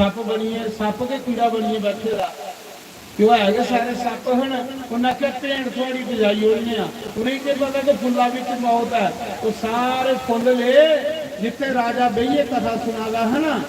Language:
Dogri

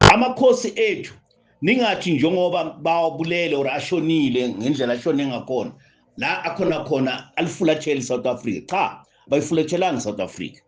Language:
Zulu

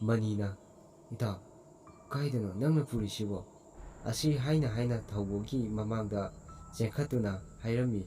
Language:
Manipuri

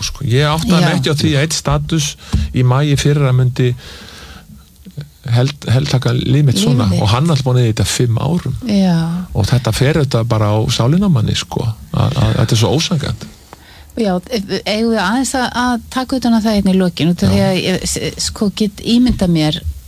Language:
Icelandic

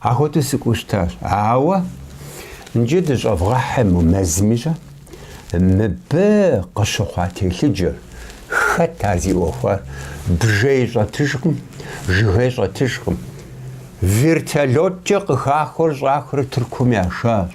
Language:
Kabardian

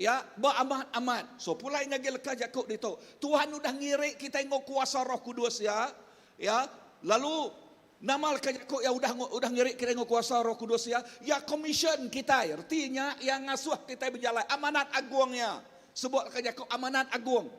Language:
Iban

